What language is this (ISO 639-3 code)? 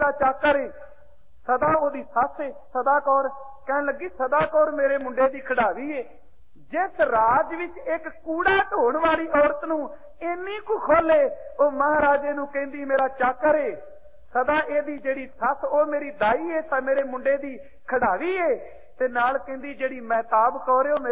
pan